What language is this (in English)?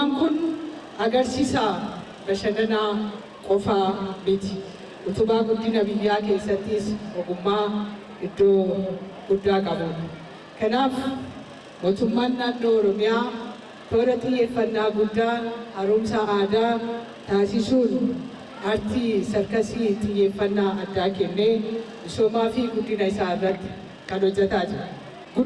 Oromo